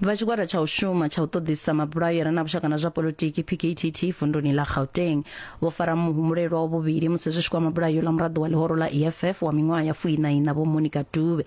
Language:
Venda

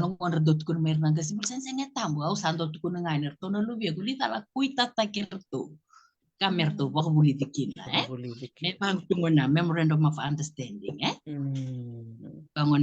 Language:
Fijian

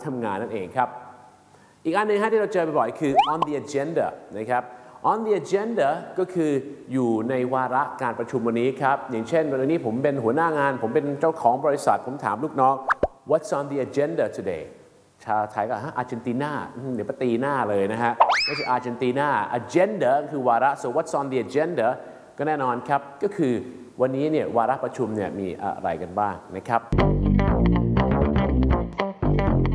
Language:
Thai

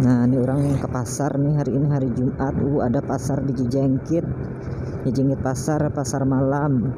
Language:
Banjar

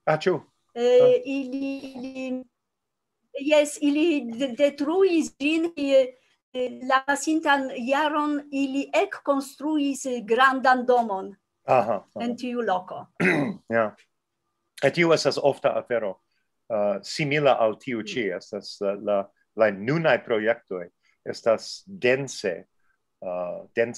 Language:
Esperanto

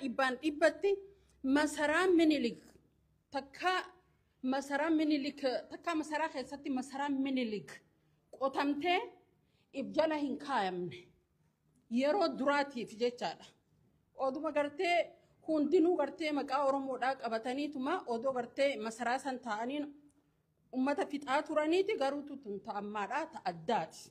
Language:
Oromo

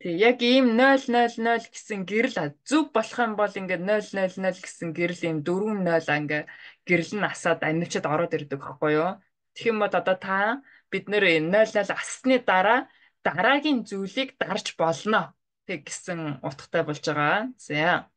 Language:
Mongolian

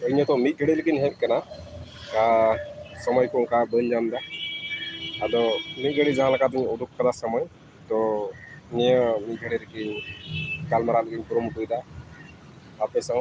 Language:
Santali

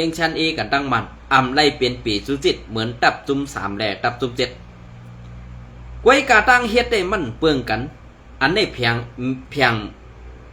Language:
Shan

